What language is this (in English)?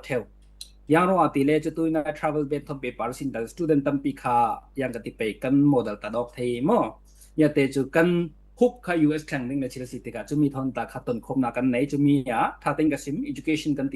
Falam Chin